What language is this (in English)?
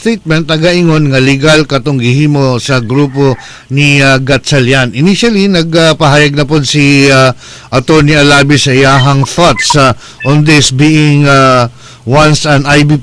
Cebuano